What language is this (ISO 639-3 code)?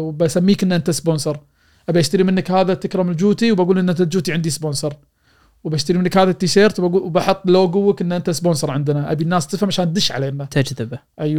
afb